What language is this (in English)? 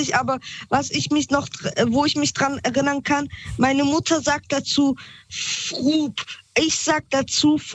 German